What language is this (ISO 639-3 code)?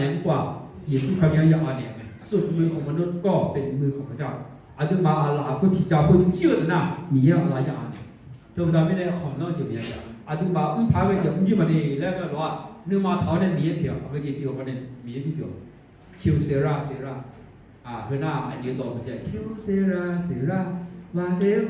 ahk